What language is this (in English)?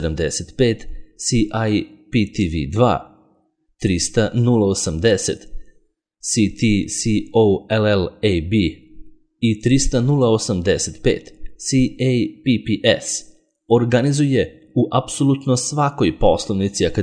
Serbian